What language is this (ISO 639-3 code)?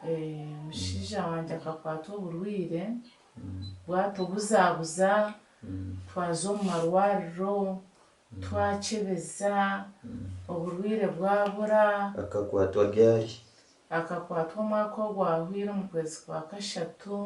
nyn